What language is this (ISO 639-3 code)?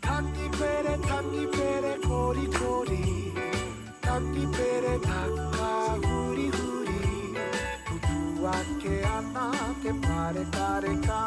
mri